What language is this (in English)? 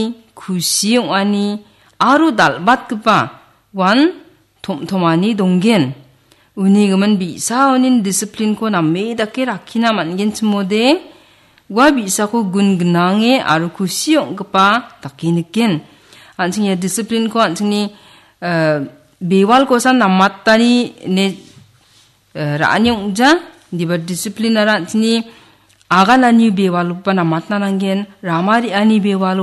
Garo